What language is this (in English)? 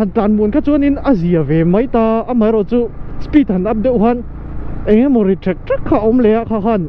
Mizo